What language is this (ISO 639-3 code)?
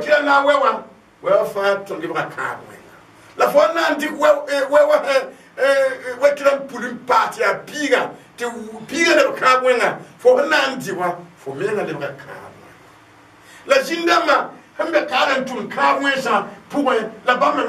mos